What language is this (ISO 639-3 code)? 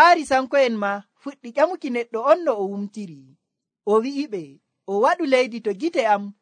fuv